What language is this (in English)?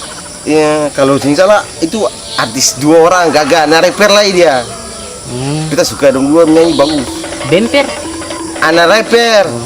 Ambonese Malay